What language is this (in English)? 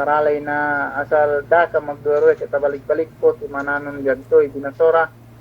Yakan